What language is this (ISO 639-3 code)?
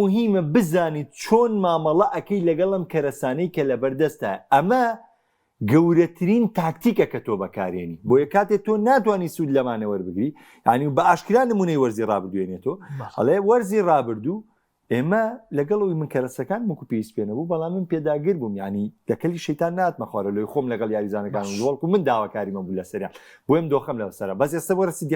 ckb